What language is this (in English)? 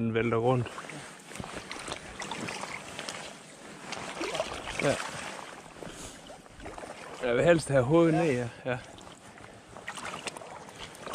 Danish